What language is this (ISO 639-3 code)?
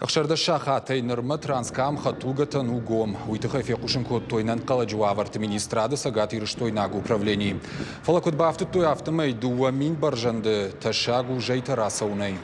oss